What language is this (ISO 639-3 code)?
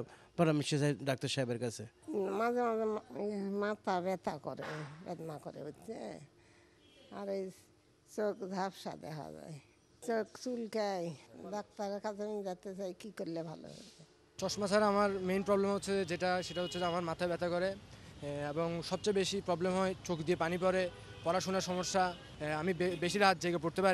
ben